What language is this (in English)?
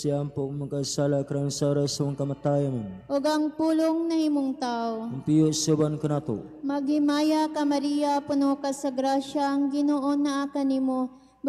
Cebuano